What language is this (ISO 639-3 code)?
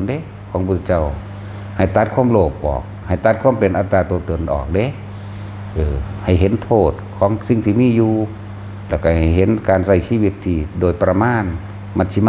tts